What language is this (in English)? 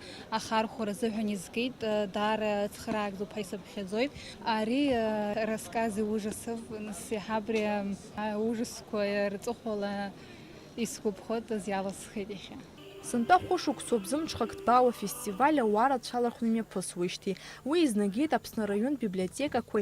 Abkhazian